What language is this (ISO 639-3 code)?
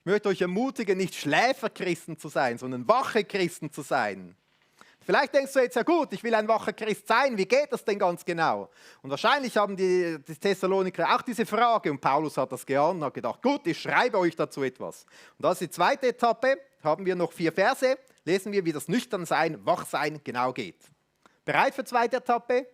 gsw